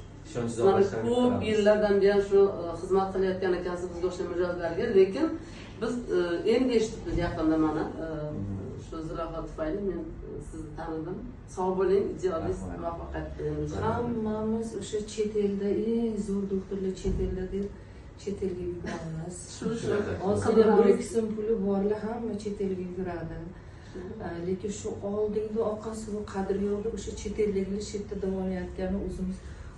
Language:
Uzbek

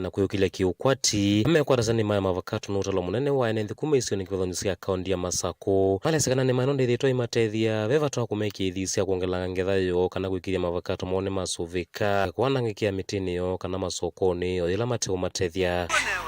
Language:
Kamba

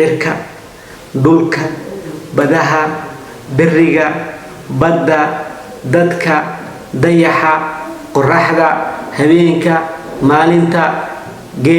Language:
Somali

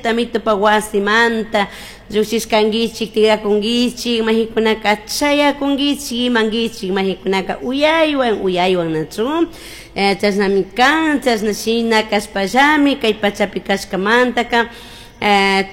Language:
Chimborazo Highland Quichua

